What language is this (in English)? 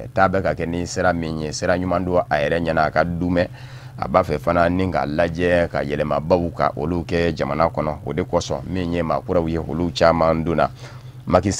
Bambara